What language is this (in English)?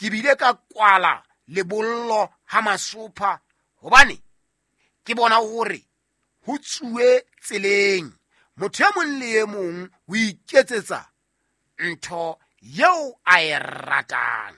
Southern Sotho